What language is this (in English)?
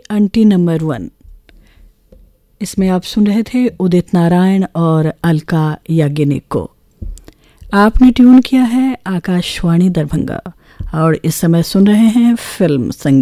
Hindi